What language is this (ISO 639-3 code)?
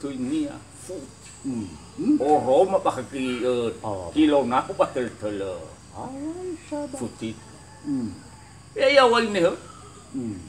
nia